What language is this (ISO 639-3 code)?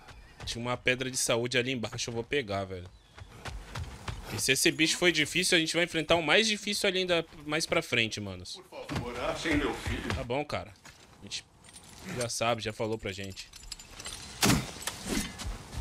por